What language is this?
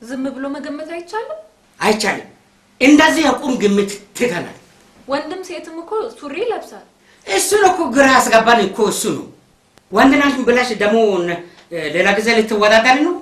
Amharic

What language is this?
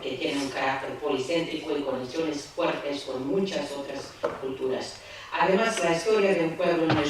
Ladino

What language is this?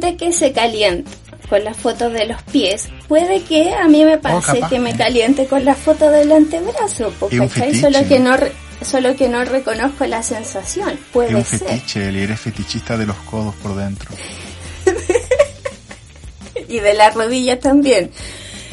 Spanish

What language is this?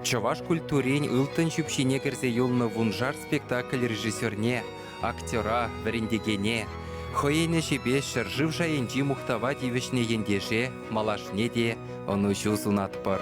Chuvash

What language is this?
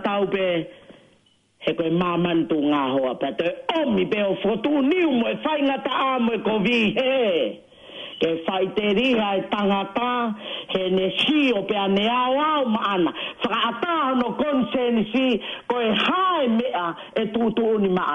Tongan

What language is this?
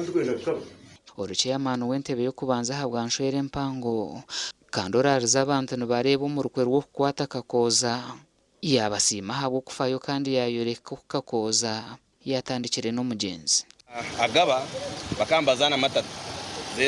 Nyankole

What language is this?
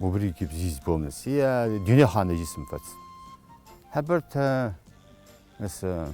Abkhazian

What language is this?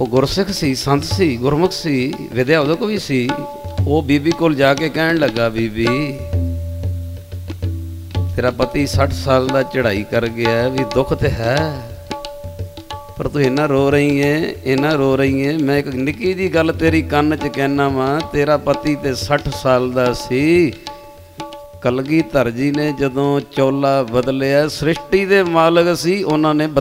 Punjabi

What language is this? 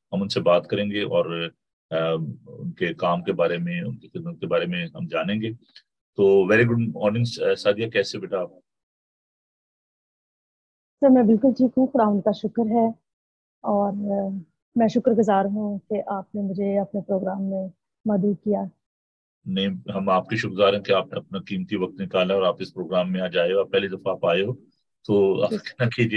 Urdu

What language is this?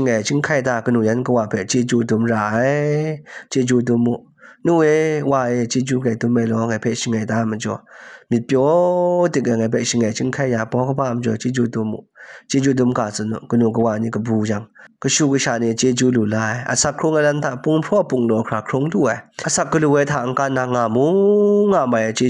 Kachin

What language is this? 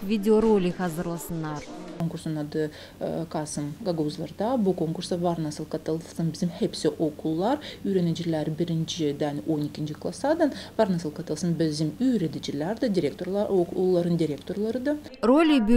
Gagauz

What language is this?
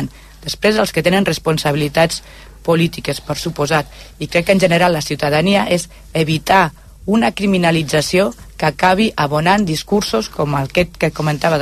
Catalan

